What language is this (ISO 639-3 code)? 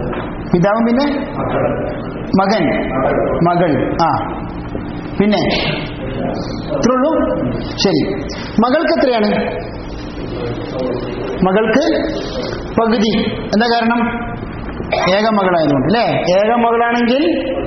mal